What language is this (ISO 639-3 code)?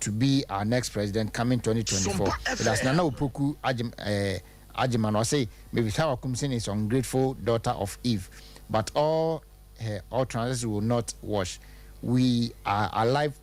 aka